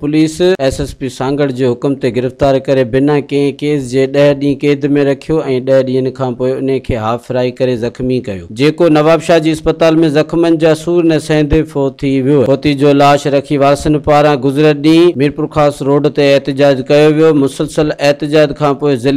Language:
Sindhi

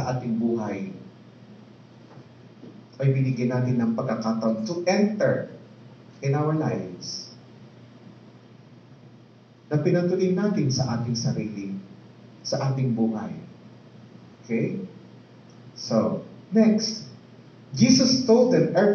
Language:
Filipino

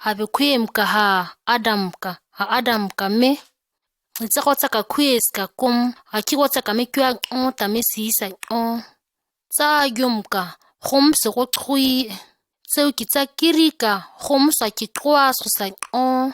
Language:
ǁGana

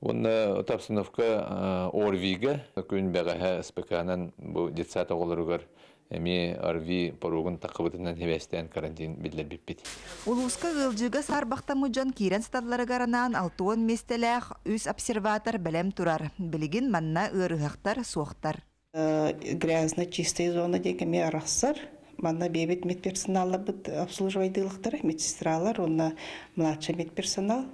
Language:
Yakut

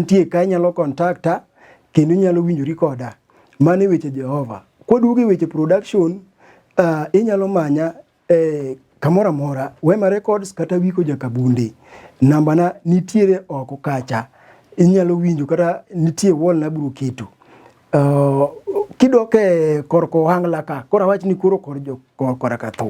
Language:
Luo (Kenya and Tanzania)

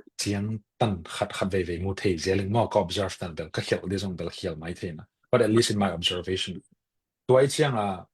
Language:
Tedim Chin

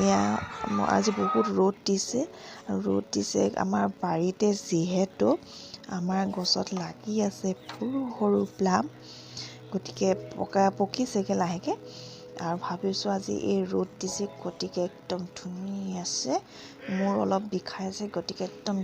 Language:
Assamese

